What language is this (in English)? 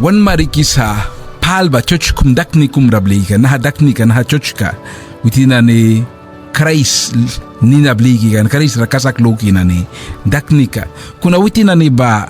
Mískito